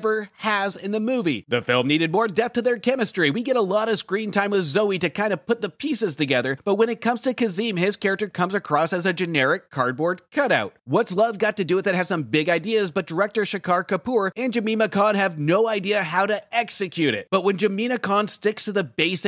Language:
English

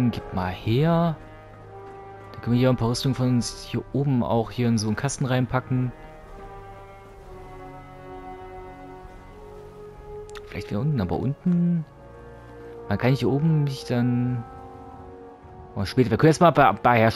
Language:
German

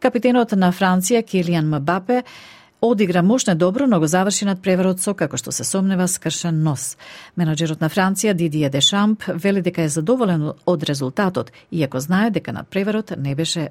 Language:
Macedonian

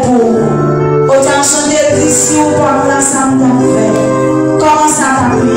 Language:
Haitian Creole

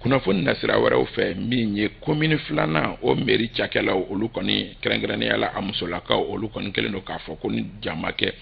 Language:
Bambara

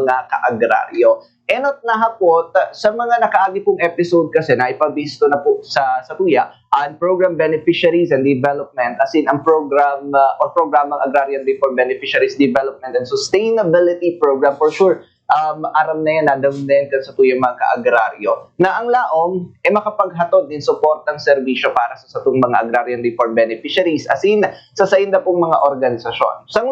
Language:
Bikol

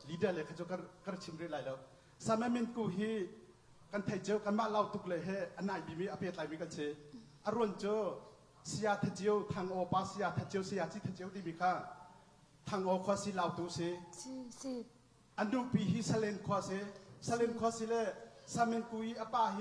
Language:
Hakha Chin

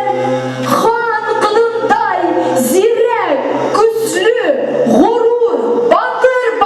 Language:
Bashkir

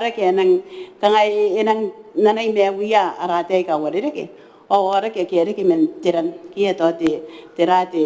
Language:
Gilbertese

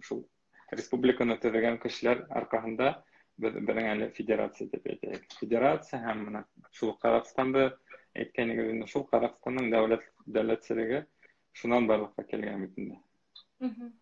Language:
Bashkir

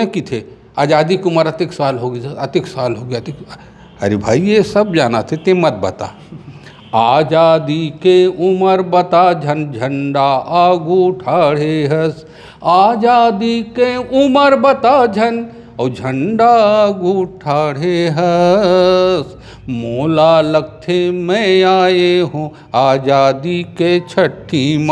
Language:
Chhattisgarhi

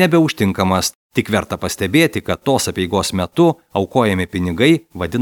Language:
Lithuanian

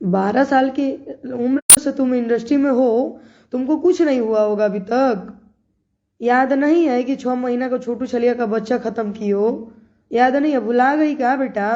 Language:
Bhojpuri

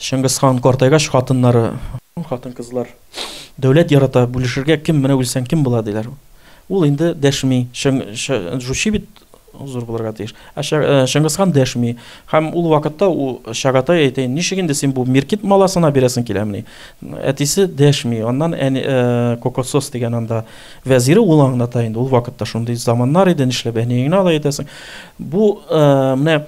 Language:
Tatar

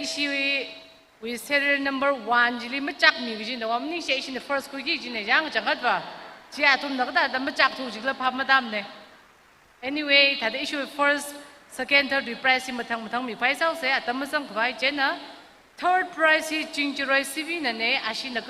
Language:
Tangkhul Naga (India)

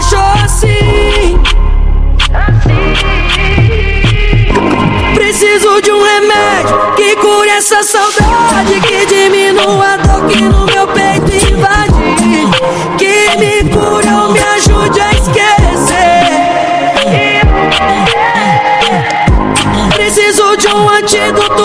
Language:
Portuguese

